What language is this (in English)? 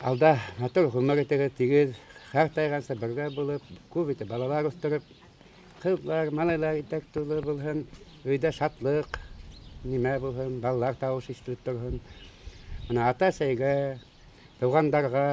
Bashkir